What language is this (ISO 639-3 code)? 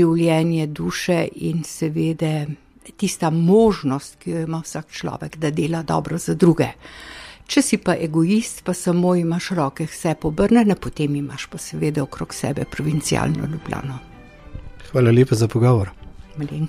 slv